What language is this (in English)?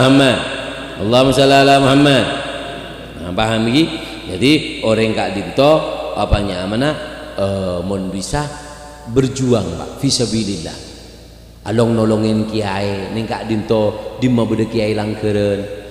Madurese